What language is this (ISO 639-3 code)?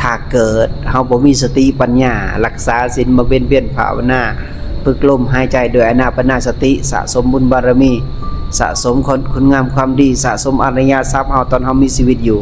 lao